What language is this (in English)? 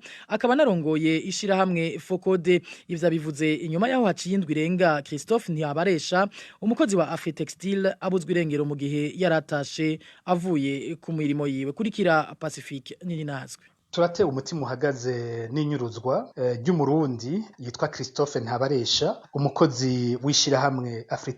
Rundi